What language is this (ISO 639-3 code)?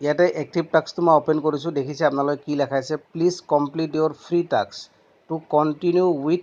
asm